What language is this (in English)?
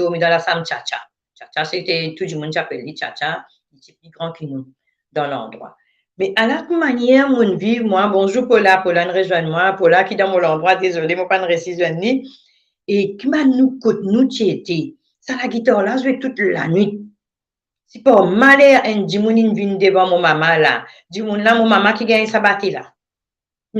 Morisyen